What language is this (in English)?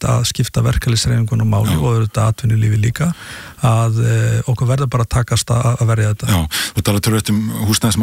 Icelandic